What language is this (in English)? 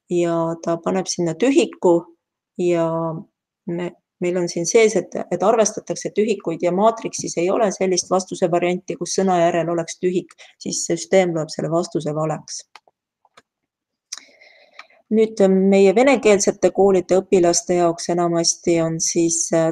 Estonian